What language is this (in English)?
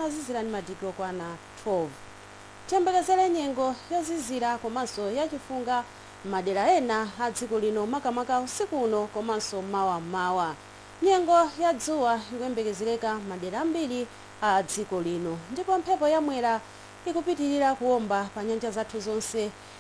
Nyanja